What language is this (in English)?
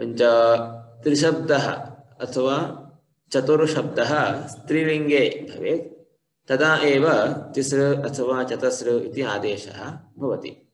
Sanskrit